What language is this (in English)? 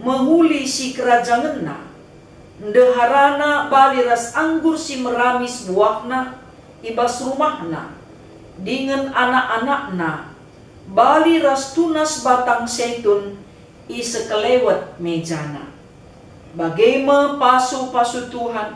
Batak Karo